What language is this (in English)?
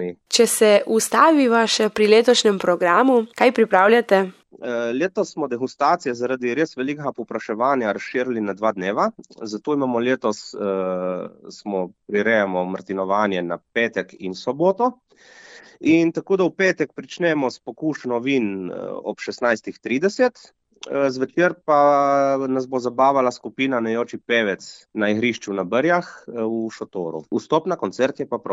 Slovenian